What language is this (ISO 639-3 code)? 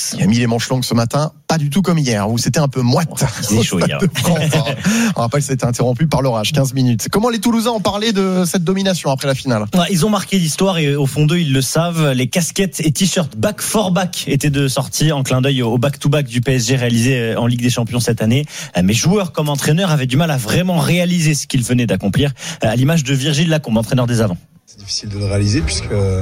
fra